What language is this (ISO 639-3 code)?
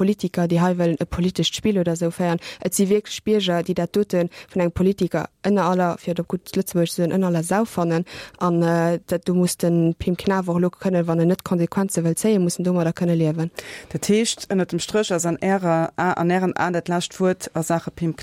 ltz